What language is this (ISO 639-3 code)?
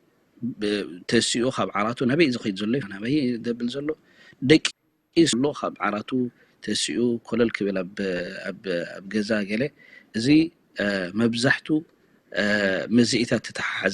tir